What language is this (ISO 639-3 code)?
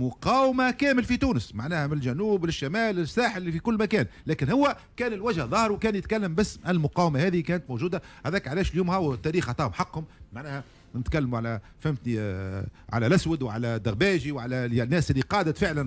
aeb